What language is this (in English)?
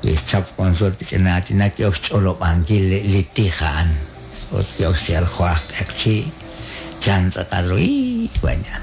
Kekchí